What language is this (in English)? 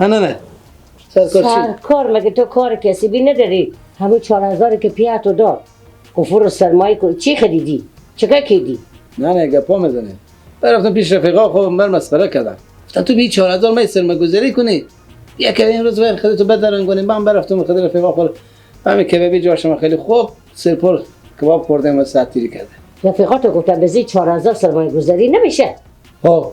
Persian